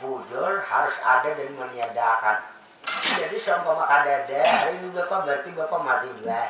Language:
Banjar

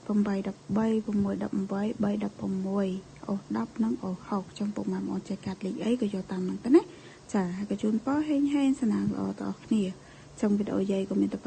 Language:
Khmer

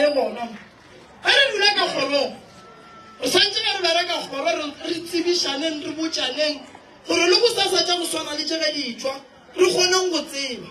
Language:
Northern Sotho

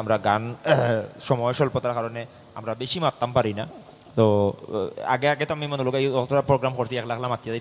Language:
Sylheti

